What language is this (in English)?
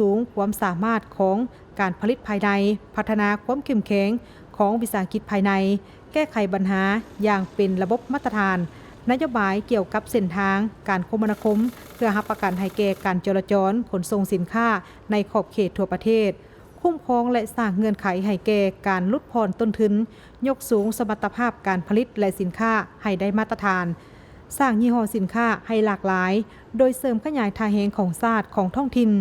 Lao